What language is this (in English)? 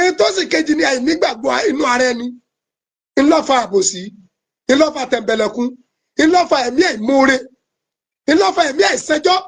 Yoruba